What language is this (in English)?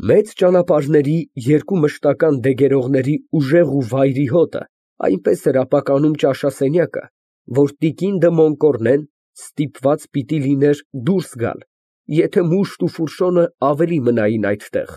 Armenian